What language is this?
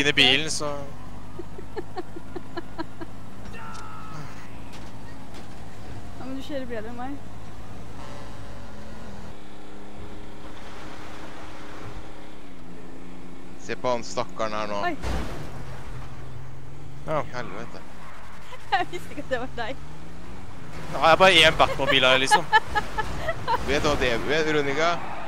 Norwegian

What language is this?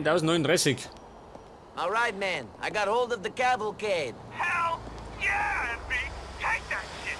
Bavarian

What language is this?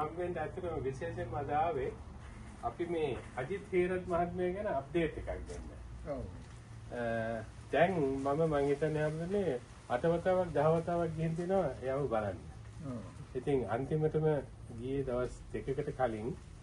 Sinhala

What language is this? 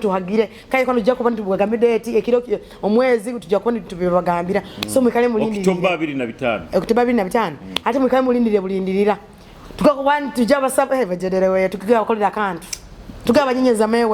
Nyoro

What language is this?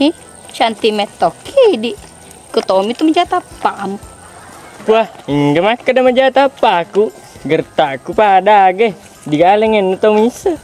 Buginese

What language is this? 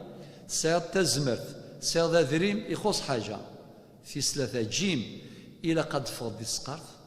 Kabyle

